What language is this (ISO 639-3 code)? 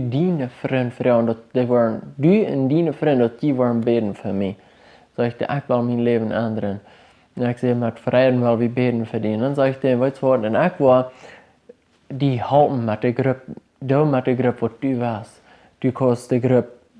pdt